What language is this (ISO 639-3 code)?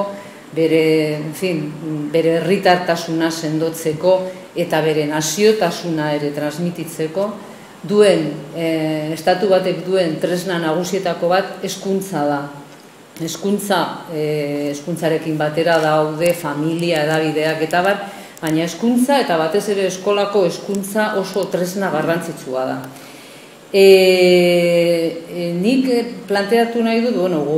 eus